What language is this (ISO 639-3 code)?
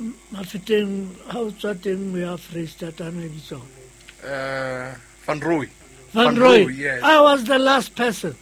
sot